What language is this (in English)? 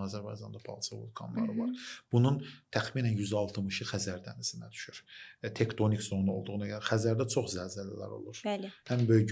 Azerbaijani